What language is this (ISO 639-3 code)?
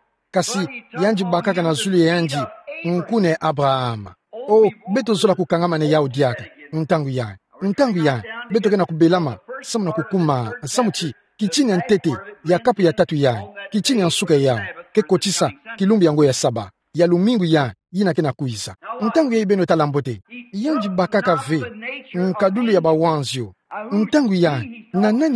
ktu